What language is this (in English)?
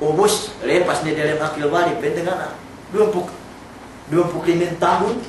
Yakan